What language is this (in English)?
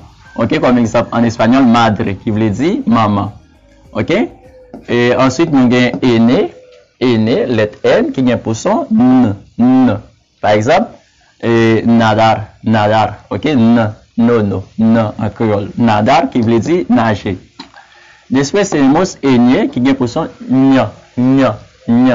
Haitian Creole